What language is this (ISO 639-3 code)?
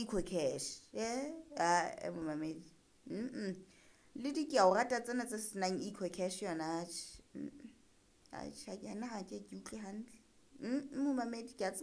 sot